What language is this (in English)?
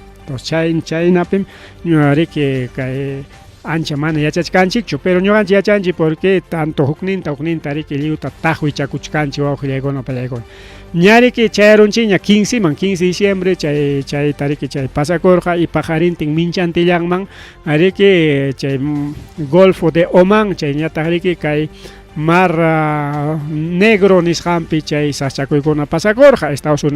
Ayacucho Quechua